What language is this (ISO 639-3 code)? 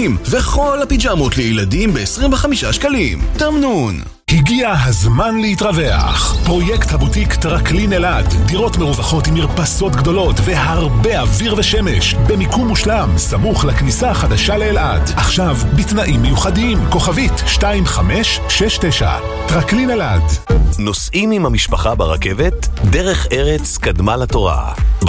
heb